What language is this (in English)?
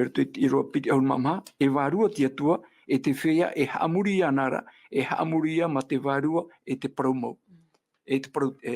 Tahitian